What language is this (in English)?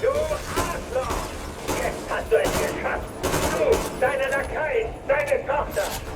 Bavarian